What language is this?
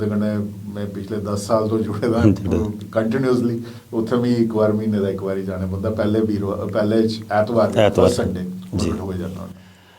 Dogri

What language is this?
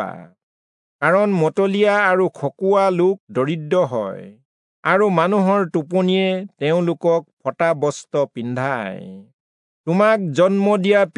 Assamese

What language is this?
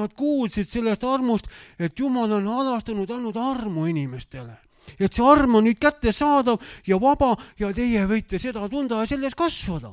Estonian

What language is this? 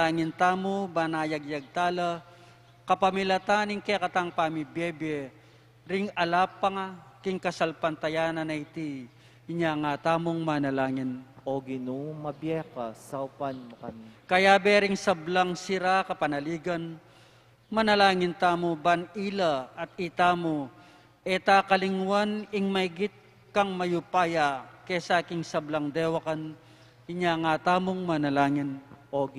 Pampanga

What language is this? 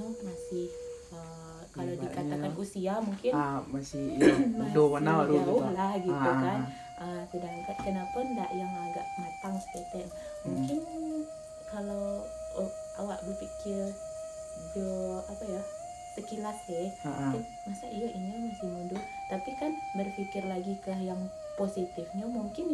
Minangkabau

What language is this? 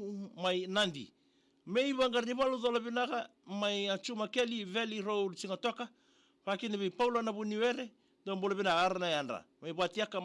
Fijian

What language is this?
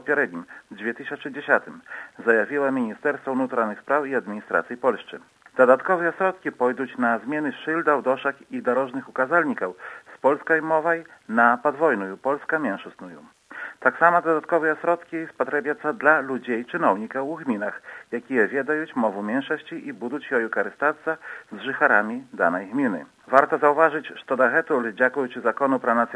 Belarusian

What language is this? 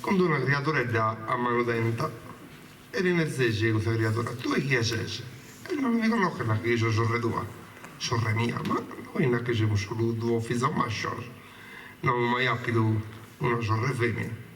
Sardinian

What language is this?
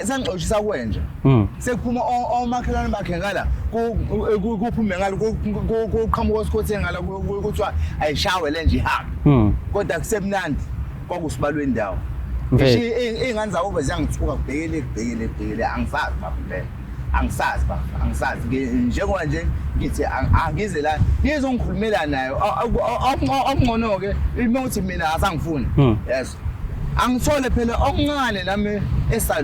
Zulu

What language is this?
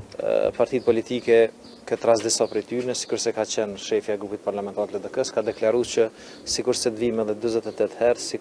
Albanian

